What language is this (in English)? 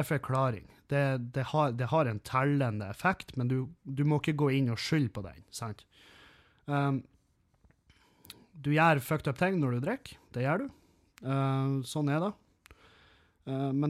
Norwegian